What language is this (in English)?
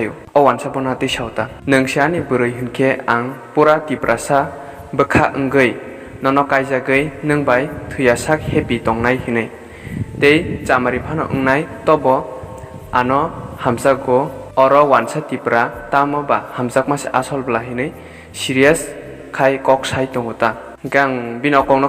Kok Borok